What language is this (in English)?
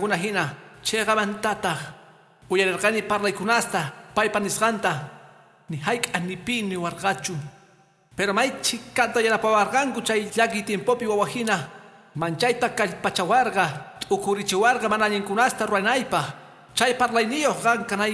Quechua